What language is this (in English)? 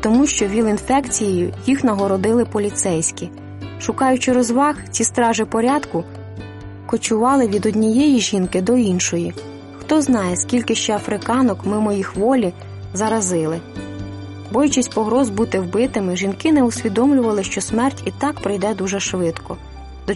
Ukrainian